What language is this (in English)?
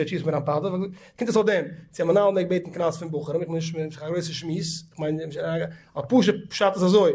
Yiddish